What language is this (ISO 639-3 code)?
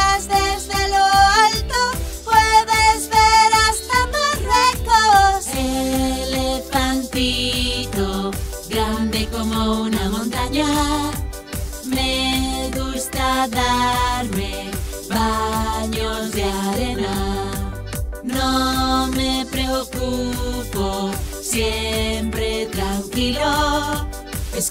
spa